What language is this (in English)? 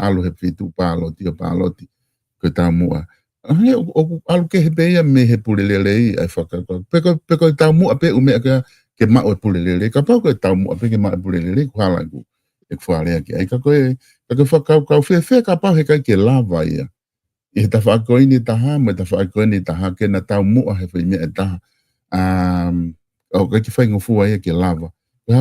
Tongan